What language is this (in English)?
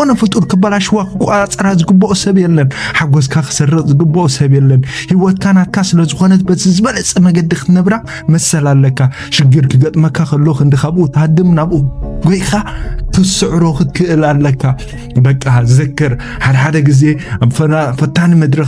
Tigrinya